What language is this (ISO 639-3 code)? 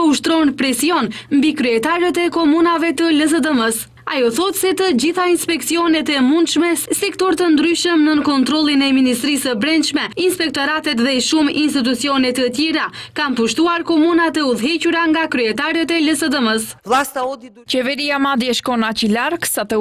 sqi